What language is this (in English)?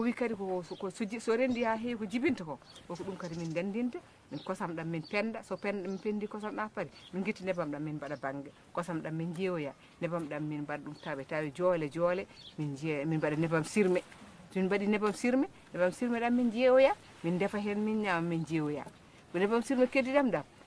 Fula